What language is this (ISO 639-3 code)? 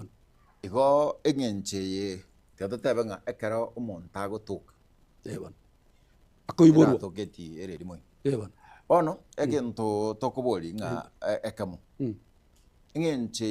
guz